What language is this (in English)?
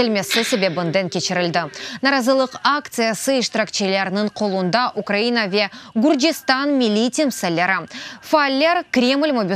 Crimean Tatar